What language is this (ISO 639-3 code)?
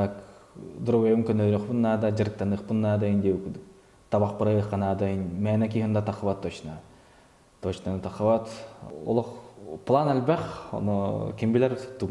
sah